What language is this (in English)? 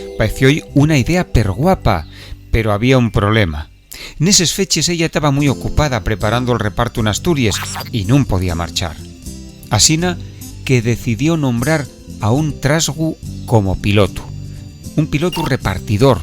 Asturian